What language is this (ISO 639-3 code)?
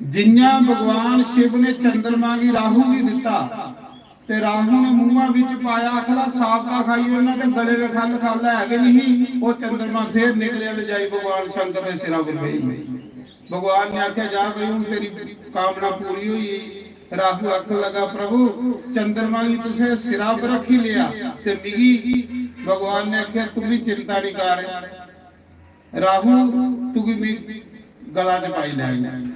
doi